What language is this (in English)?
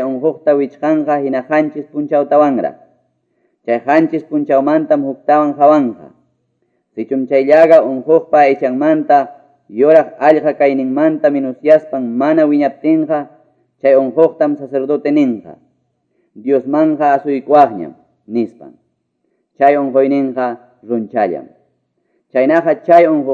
Quechua